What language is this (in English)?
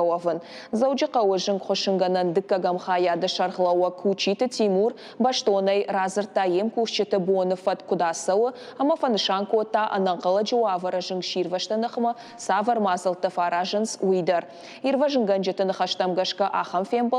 Ossetic